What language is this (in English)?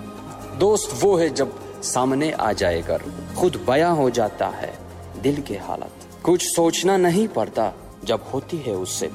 Hindi